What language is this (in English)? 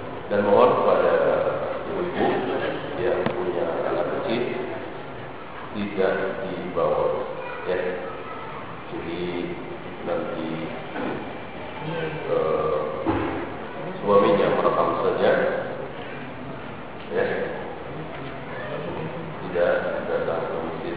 Indonesian